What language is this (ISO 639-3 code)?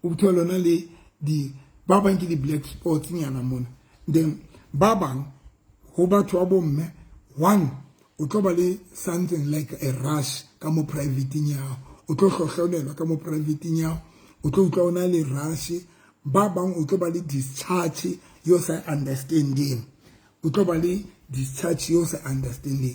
sot